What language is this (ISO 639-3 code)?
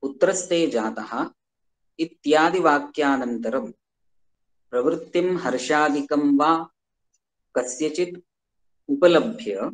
san